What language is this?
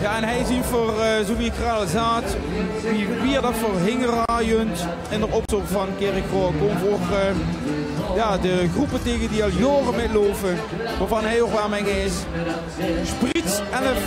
Limburgish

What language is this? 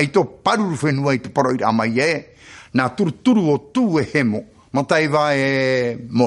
Tahitian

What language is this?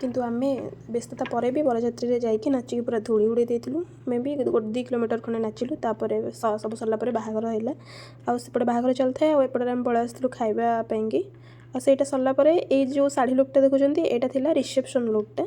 Odia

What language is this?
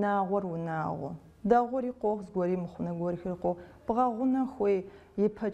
Kabardian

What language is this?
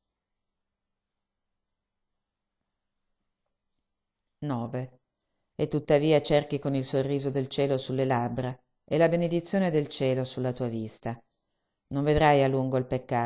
Italian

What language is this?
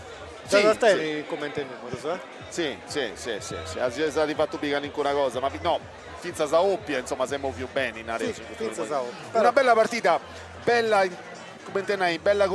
Sardinian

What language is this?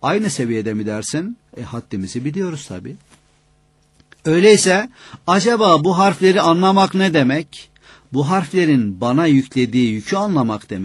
Turkish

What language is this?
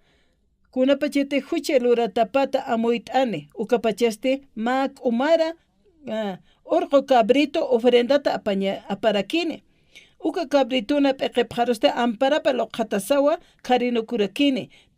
Aymara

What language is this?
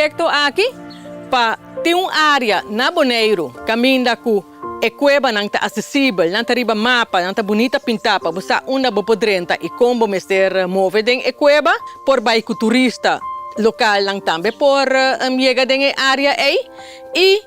Papiamento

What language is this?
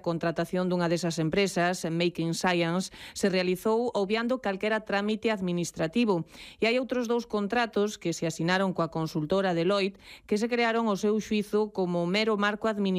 Galician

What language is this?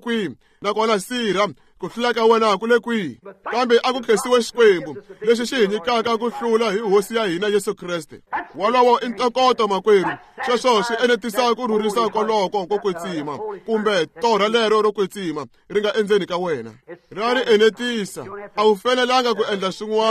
Tsonga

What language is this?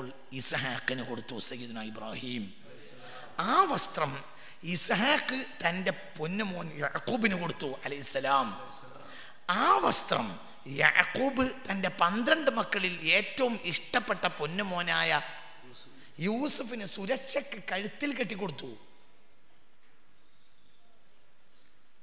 Malayalam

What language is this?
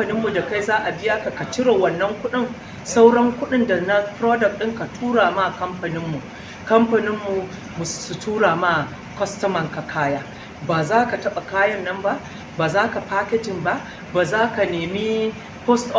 Hausa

